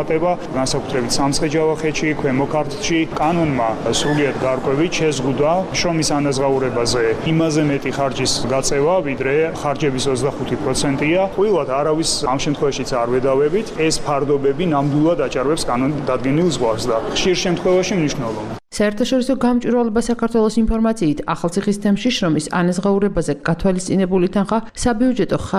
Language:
Georgian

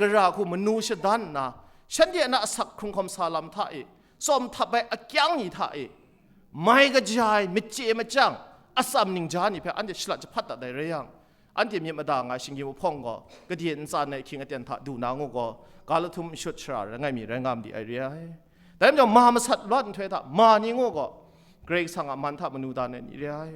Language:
Kachin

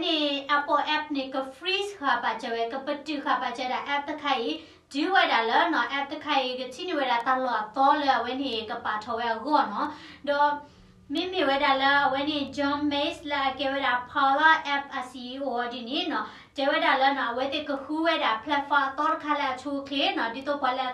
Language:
S'gaw Karen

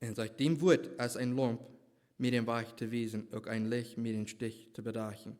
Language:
Plautdietsch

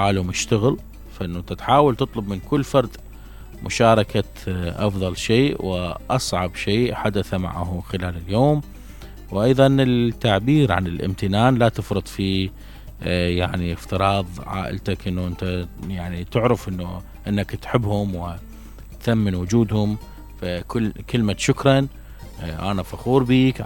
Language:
Mesopotamian Arabic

